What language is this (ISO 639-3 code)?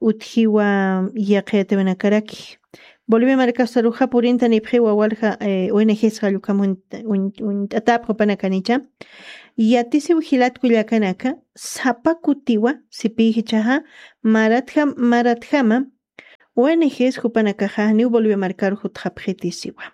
aym